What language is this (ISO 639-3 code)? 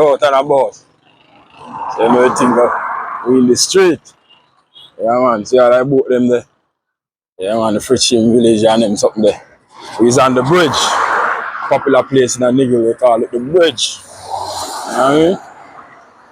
jam